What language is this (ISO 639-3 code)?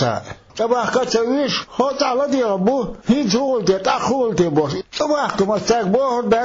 che